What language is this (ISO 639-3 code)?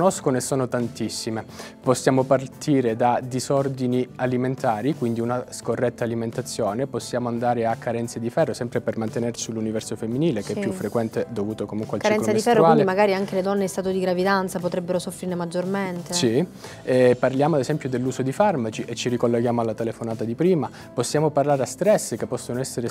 ita